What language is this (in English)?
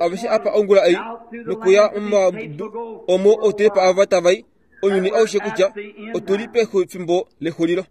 Kuanyama